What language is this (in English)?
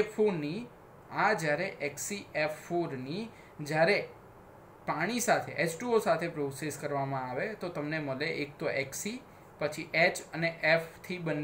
Gujarati